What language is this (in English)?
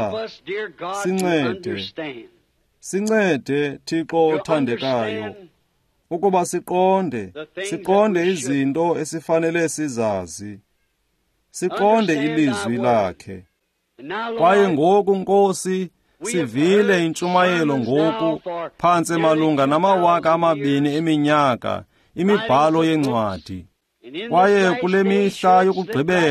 Xhosa